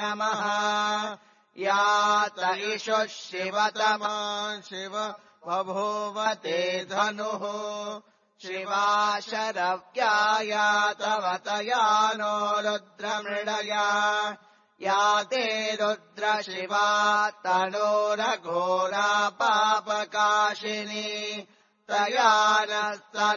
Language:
Sanskrit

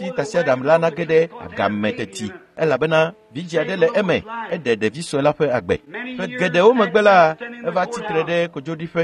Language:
Ewe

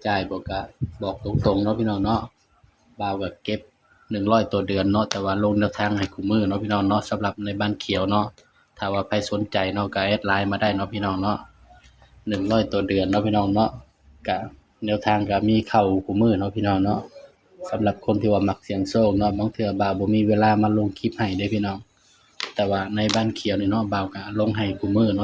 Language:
Lao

